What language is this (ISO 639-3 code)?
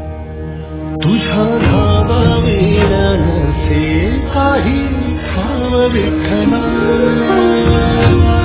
mar